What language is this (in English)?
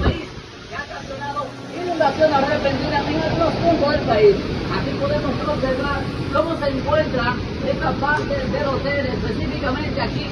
Spanish